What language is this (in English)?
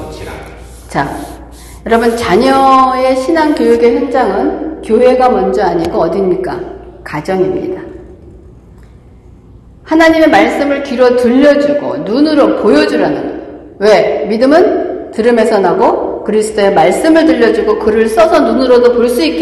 Korean